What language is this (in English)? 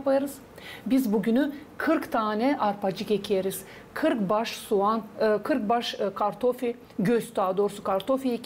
Gagauz